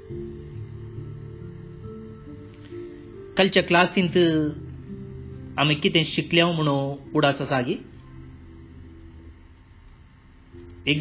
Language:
Konkani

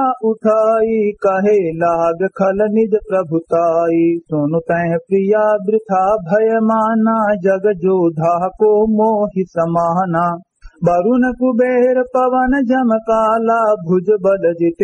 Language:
Awadhi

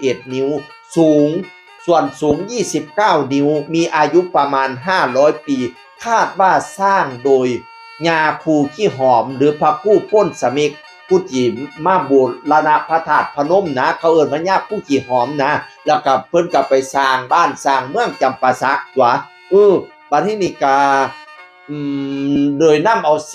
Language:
Northeastern Thai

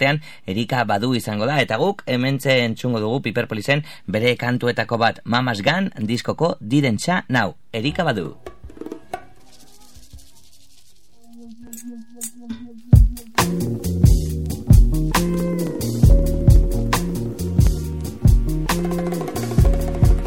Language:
Basque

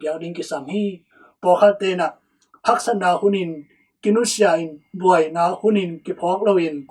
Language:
Tedim Chin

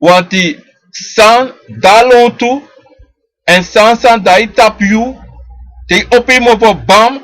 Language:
Sranan Tongo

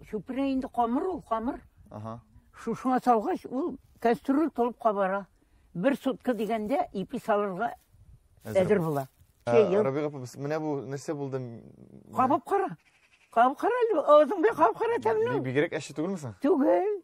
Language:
Tatar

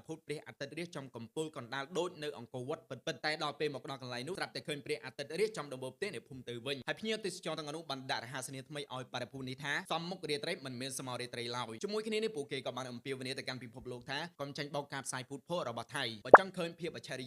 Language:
Khmer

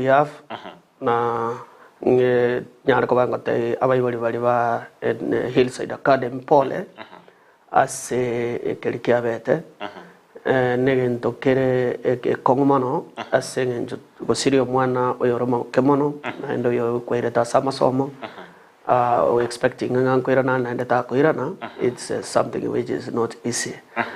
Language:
Gusii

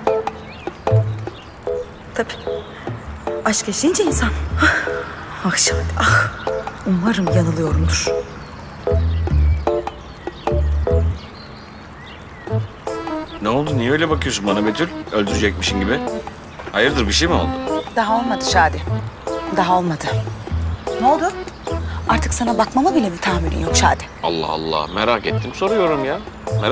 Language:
Turkish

